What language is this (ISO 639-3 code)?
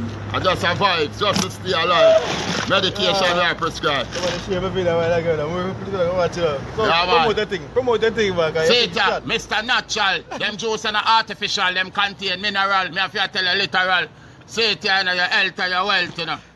jam